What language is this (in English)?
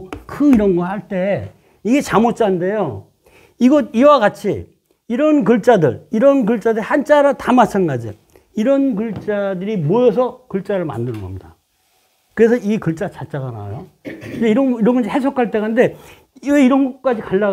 Korean